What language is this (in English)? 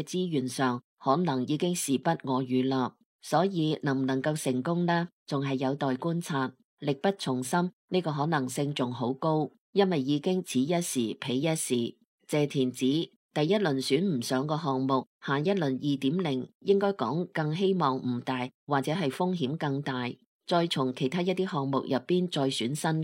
Cantonese